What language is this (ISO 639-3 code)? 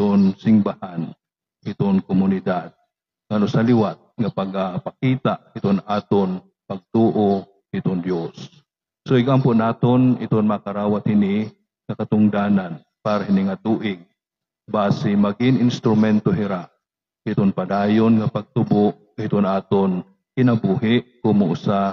war